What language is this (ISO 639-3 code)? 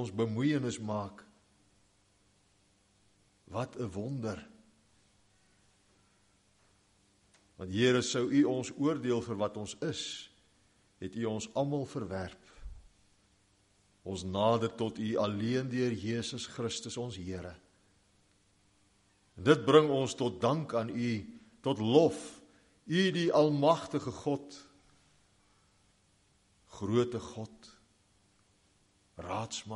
afr